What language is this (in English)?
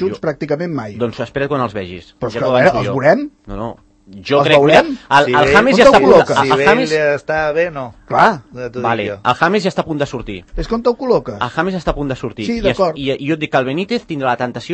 Catalan